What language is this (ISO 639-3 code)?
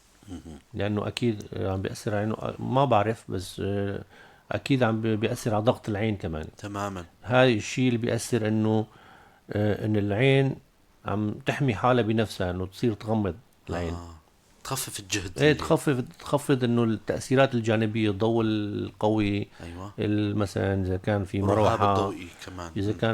apc